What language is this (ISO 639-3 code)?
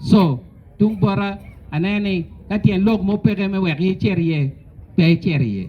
ach